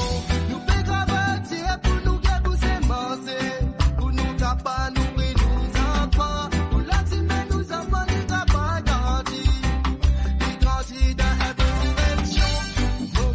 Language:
Morisyen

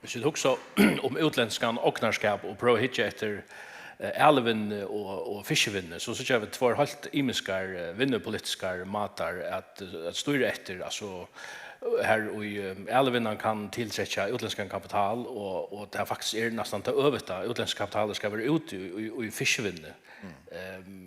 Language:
Faroese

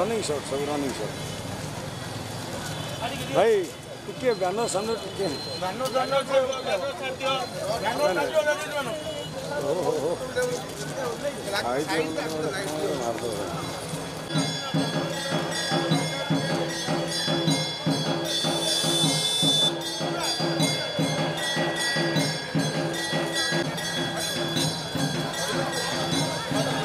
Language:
Odia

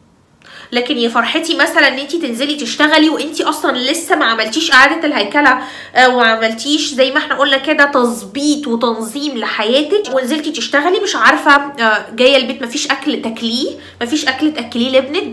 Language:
Egyptian Arabic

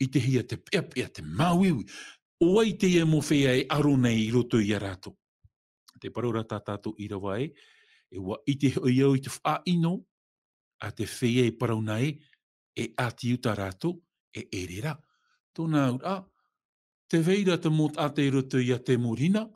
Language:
Tahitian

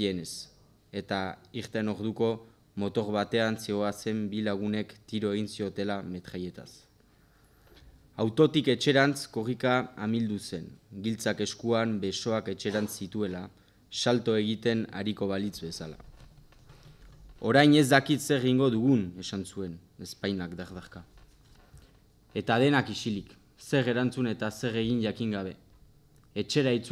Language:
Basque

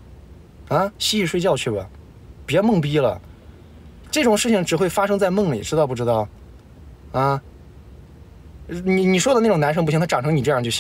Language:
Chinese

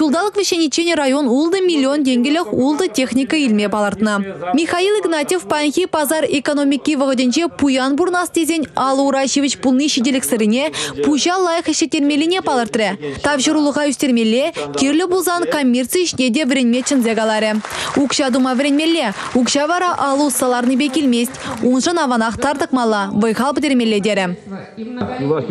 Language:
Chuvash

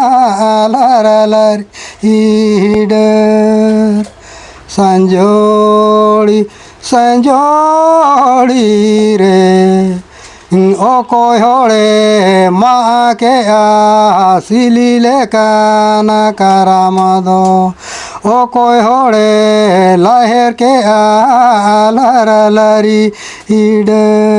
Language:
Santali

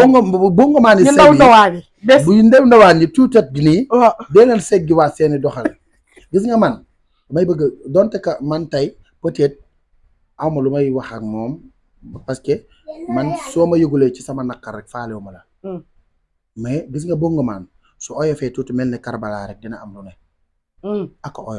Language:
Wolof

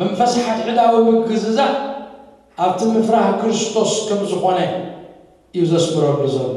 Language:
Tigrinya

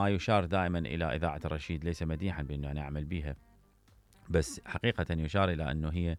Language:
Mesopotamian Arabic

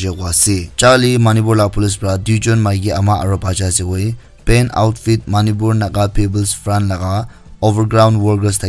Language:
Naga Pidgin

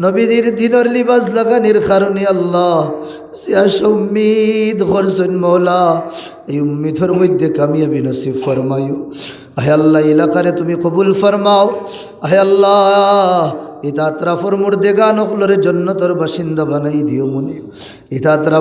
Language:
Sylheti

